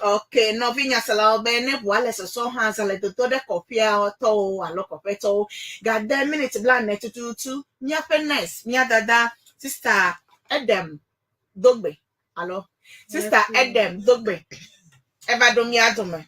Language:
Ewe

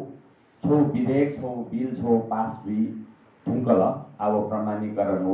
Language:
Newari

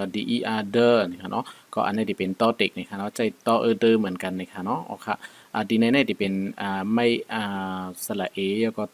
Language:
Shan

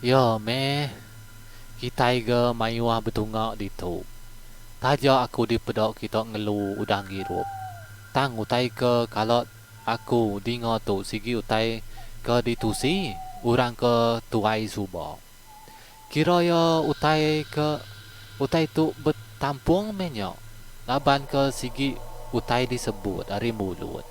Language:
Iban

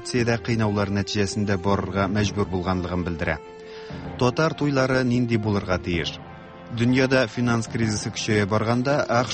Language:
Tatar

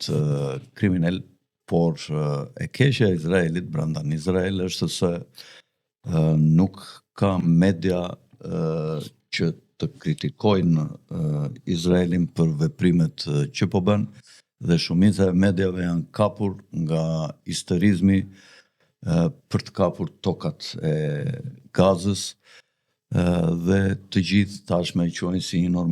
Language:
Albanian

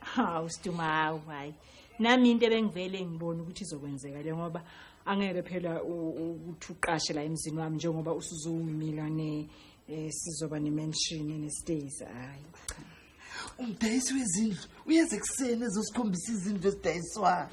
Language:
Zulu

